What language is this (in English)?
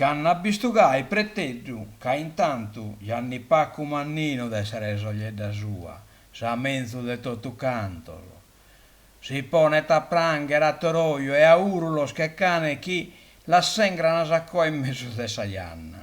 Sardinian